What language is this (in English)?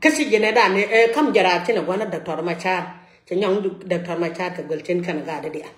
Nuer